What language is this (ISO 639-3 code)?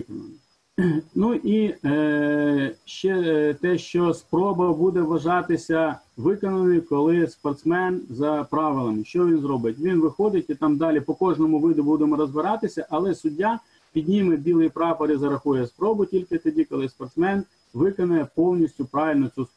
ukr